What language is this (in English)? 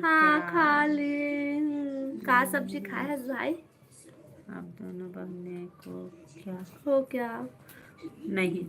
Chhattisgarhi